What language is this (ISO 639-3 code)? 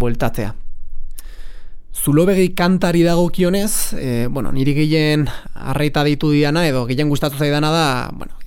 eus